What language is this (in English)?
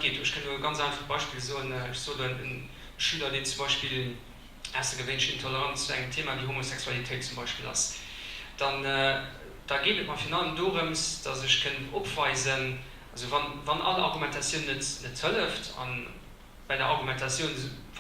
Luxembourgish